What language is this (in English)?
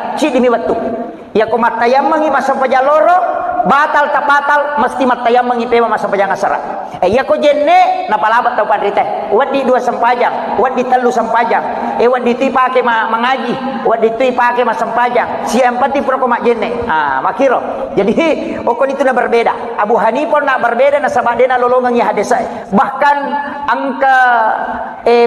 Buginese